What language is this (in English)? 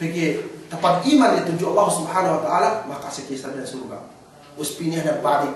Yakan